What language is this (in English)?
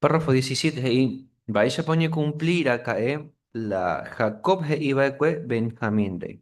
Guarani